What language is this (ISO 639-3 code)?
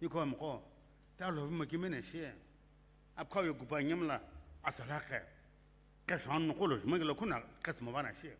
nsm